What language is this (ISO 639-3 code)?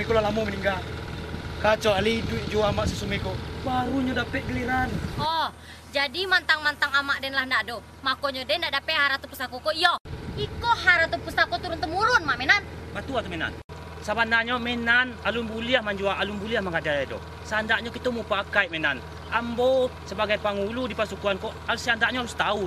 min